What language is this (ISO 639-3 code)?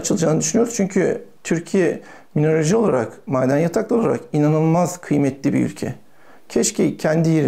tur